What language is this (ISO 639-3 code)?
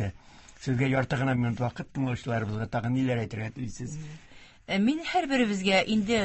tat